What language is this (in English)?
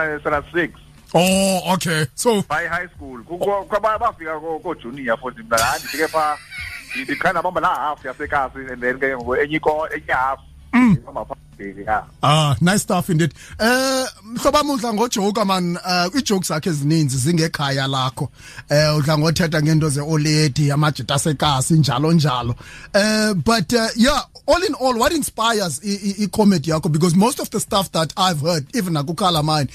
Xhosa